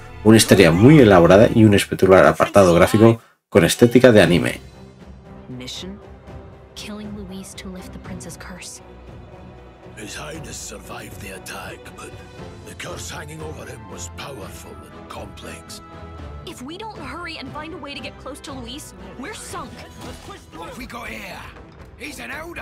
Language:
Spanish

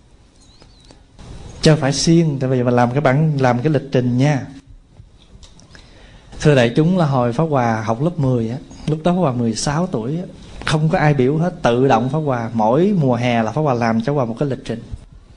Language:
Vietnamese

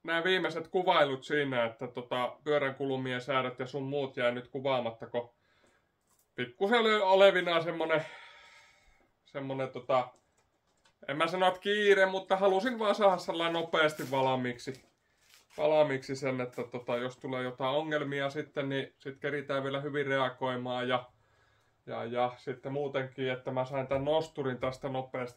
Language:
Finnish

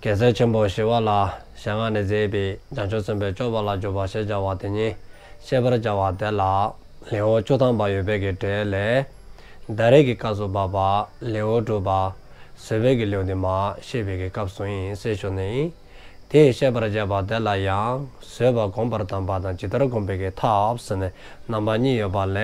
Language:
Dzongkha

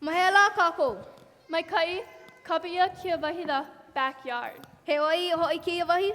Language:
Hawaiian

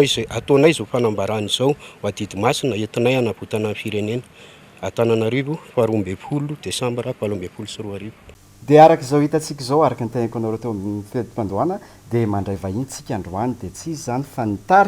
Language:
Malagasy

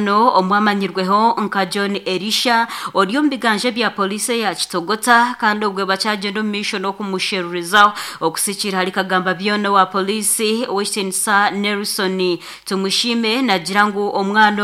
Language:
Nyankole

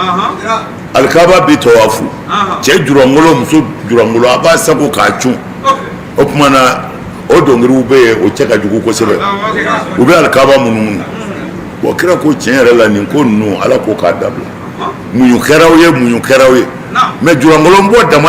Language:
Bambara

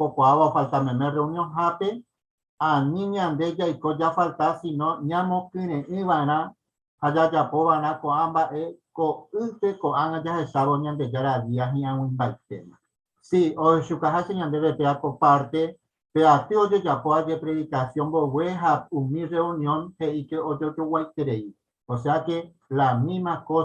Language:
Guarani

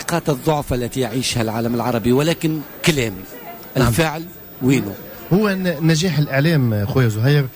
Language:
Tunisian Arabic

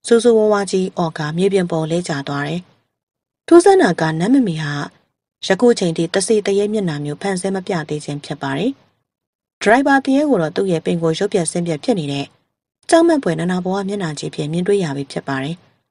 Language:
Burmese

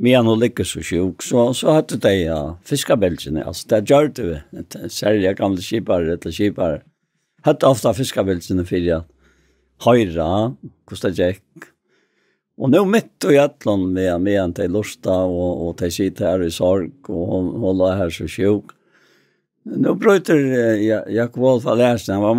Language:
Faroese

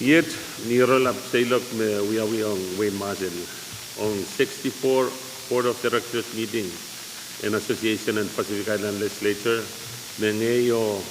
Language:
Pohnpeian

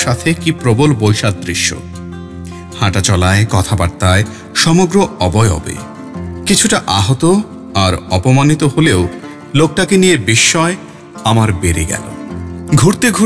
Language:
Bangla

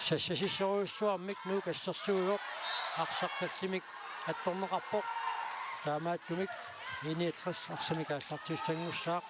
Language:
Kalaallisut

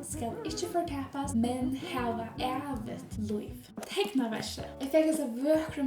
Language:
Faroese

